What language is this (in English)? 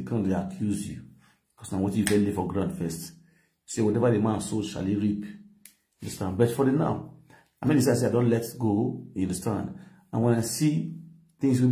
Nigerian Pidgin